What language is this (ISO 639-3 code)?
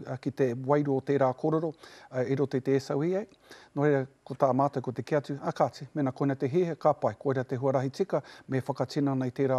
mri